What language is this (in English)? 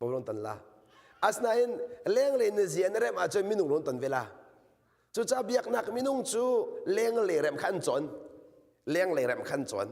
Hakha Chin